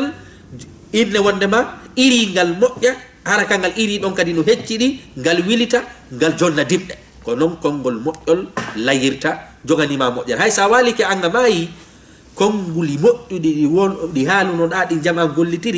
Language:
Fula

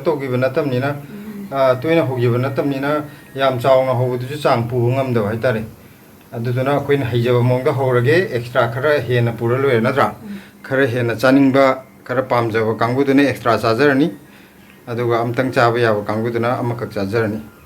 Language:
Manipuri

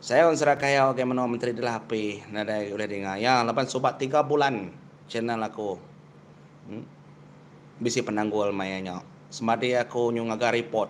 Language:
Iban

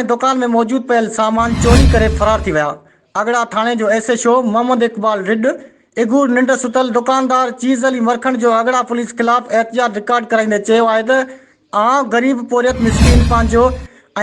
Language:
Sindhi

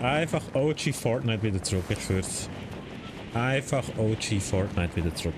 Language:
Swiss German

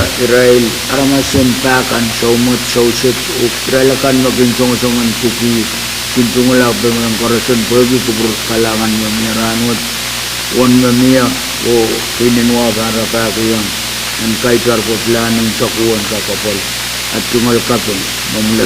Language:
Pohnpeian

